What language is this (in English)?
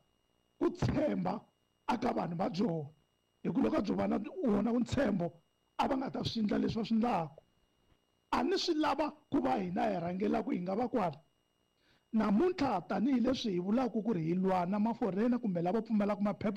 Tsonga